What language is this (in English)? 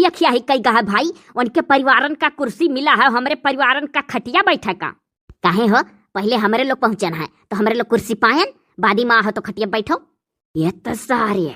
Awadhi